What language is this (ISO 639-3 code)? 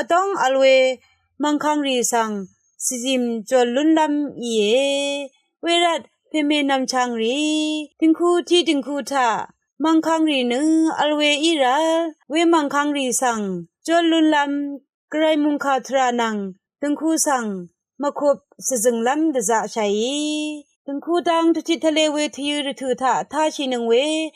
raw